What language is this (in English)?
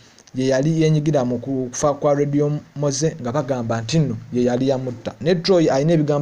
Ganda